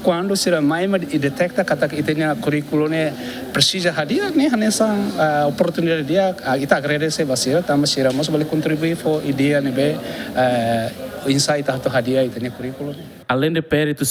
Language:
Tetum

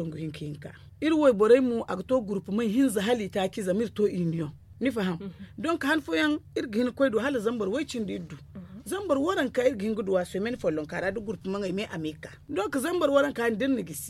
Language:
Zarma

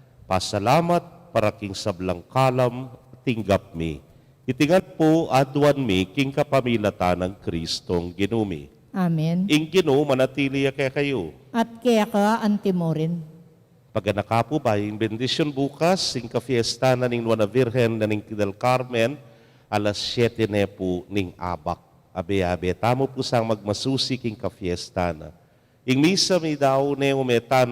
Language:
Pampanga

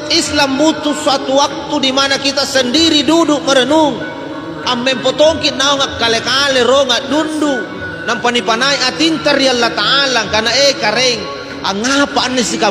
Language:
Makasar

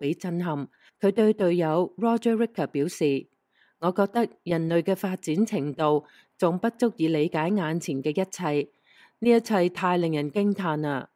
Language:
Cantonese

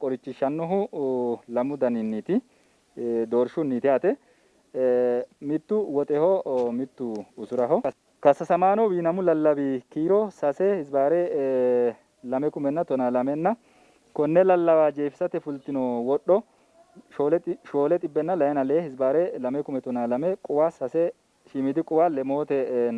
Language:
Sidamo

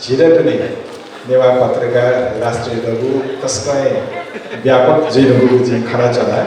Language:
Newari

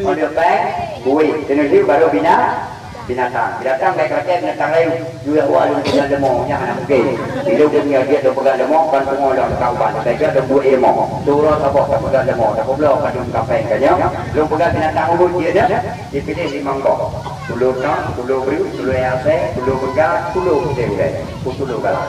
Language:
Achinese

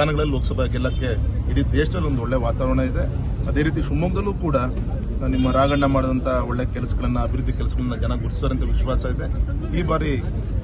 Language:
Kannada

